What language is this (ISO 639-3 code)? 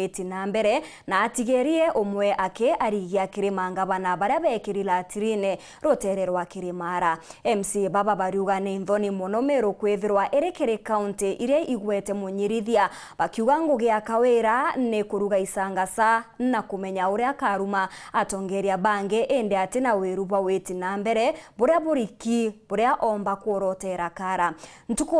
mer